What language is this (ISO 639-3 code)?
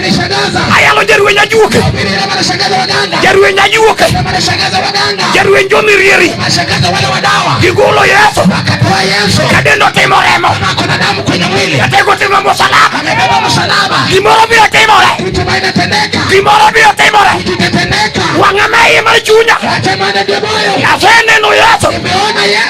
luo